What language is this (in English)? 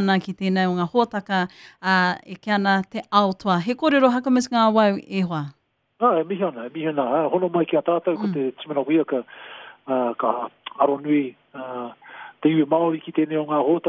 Māori